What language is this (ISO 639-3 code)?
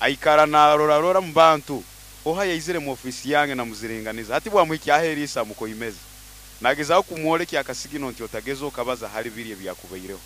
nyo